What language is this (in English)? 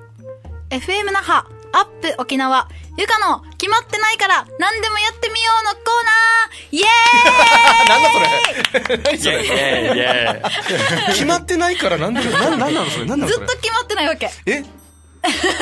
Japanese